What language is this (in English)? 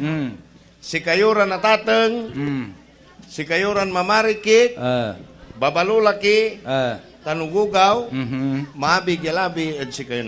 Pangasinan